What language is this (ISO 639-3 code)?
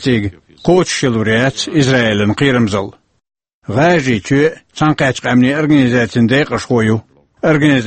che